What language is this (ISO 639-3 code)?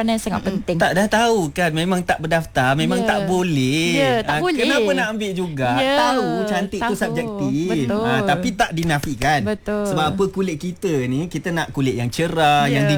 msa